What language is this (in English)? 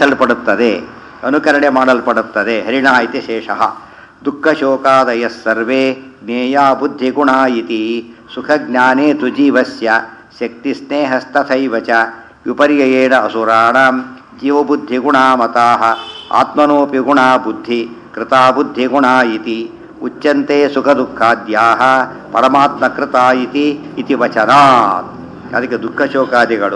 Kannada